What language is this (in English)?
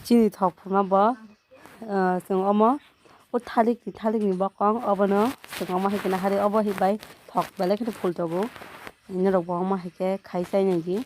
Kok Borok